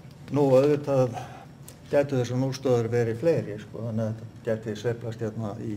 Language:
Icelandic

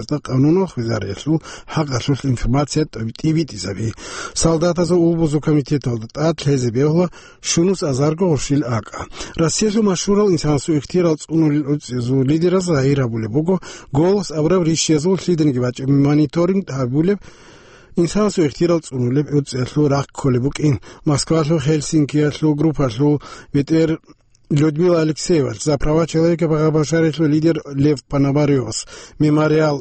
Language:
Avaric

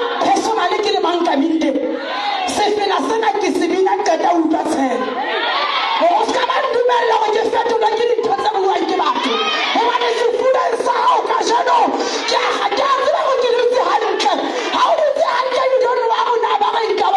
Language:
Southern Sotho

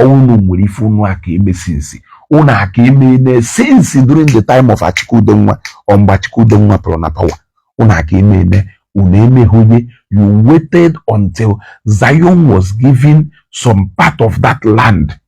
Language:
Igbo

